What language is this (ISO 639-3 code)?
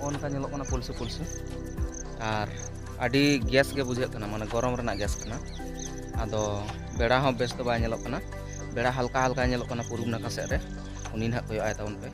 sat